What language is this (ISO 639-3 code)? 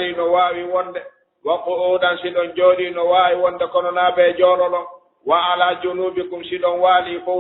ful